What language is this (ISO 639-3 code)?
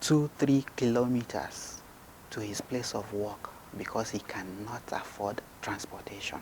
pcm